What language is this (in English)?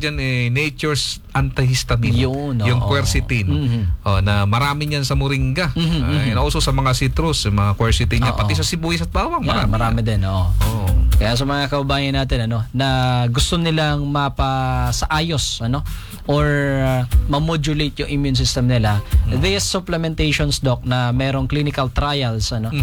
Filipino